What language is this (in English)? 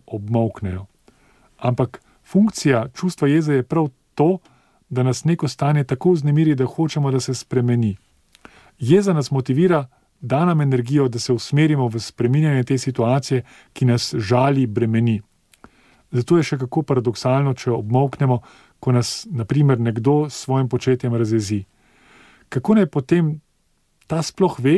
Slovenian